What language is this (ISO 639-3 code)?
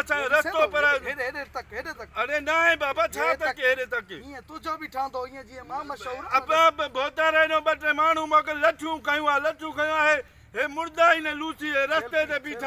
snd